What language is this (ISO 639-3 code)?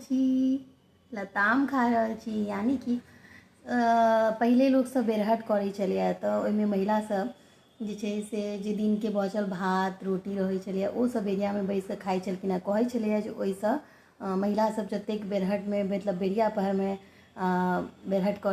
mai